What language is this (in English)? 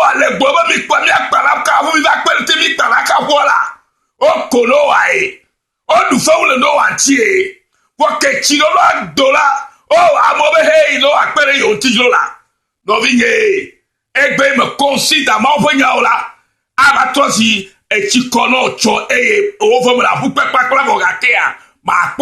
Ewe